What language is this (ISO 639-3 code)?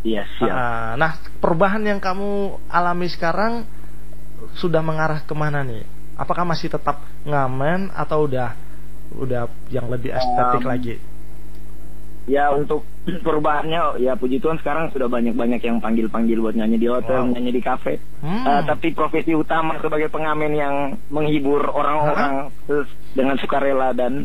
ind